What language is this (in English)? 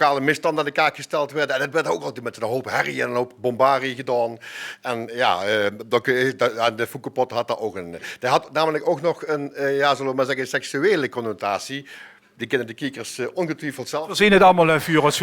Limburgish